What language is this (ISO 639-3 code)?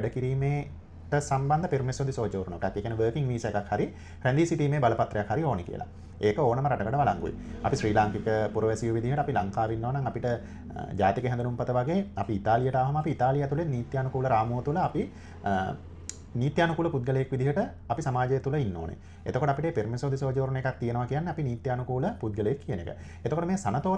sin